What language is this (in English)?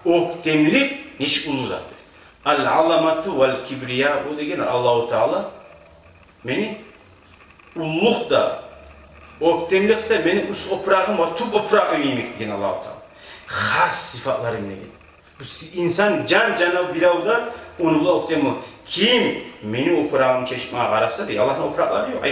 Kumyk